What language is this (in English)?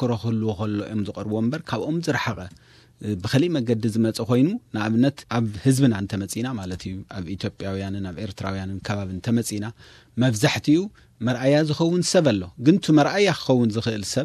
Tigrinya